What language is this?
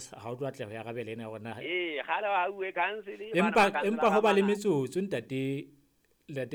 Southern Sotho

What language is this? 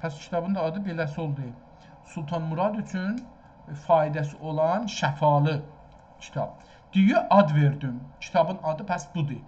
South Azerbaijani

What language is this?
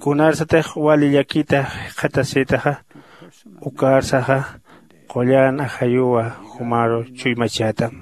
Aymara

